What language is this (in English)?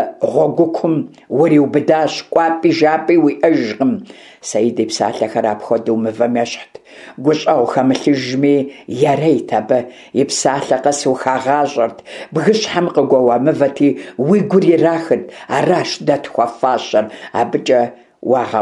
Kabardian